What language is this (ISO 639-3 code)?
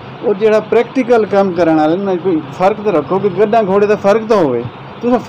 skr